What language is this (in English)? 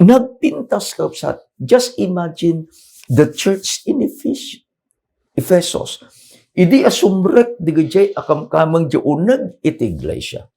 Iloko